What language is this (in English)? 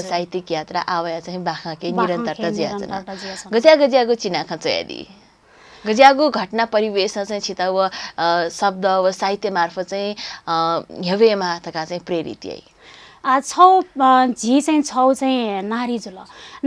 Newari